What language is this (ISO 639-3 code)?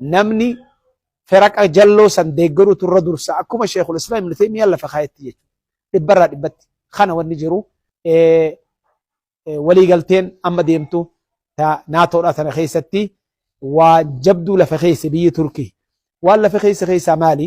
orm